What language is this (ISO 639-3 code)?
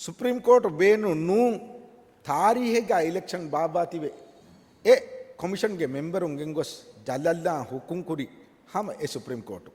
div